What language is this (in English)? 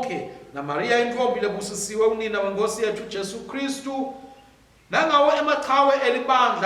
Swati